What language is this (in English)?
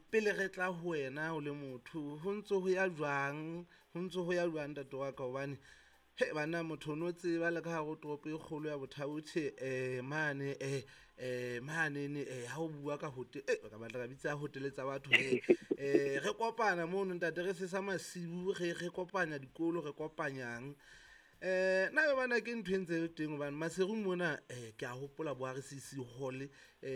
Southern Sotho